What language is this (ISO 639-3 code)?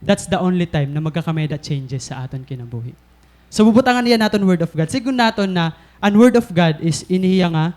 war